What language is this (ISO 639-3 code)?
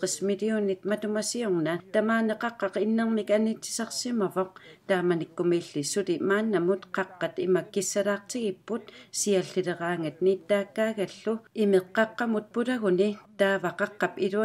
kal